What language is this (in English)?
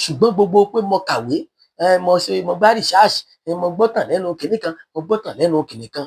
Yoruba